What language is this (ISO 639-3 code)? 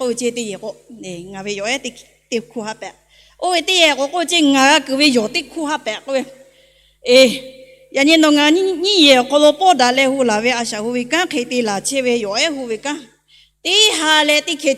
lhu